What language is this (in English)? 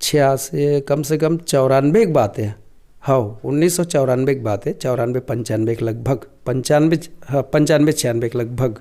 Chhattisgarhi